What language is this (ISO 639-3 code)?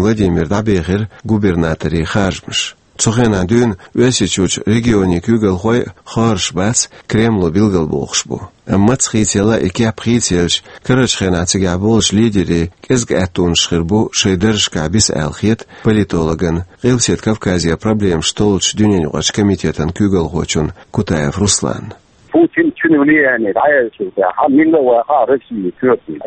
che